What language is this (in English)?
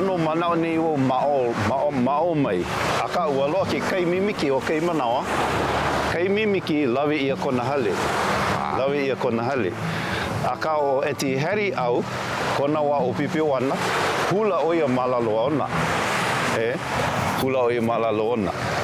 Hawaiian